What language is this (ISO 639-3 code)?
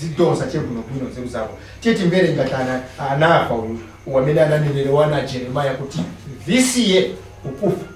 nya